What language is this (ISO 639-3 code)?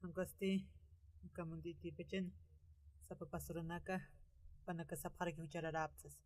aym